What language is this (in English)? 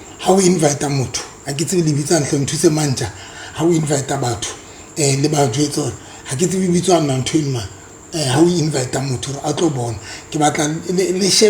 Southern Sotho